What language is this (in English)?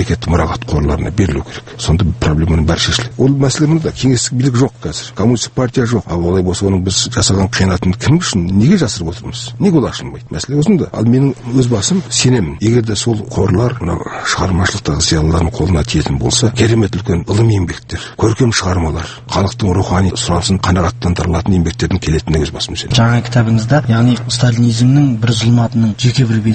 Kazakh